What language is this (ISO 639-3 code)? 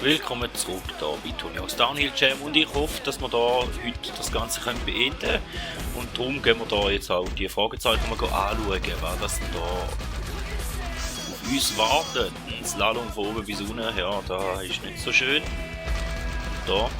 gsw